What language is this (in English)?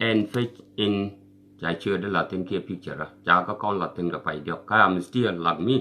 Nuer